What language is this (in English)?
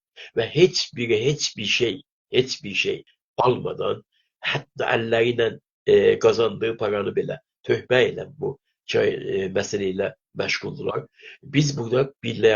South Azerbaijani